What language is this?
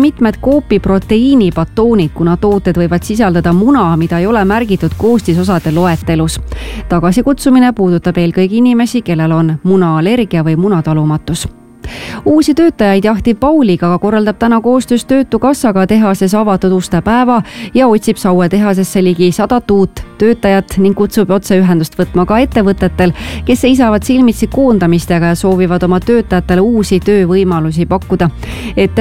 Estonian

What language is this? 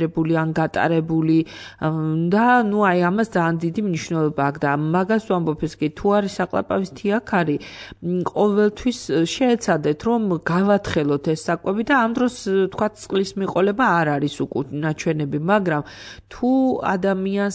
Georgian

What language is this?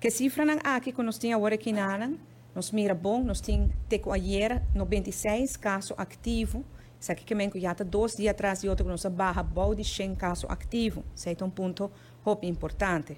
Papiamento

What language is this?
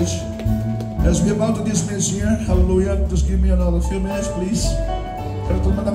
Fijian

